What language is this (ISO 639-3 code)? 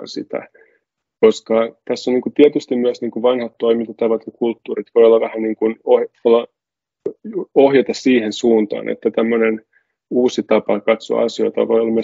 fin